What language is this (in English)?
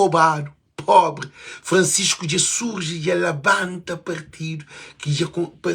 Kabuverdianu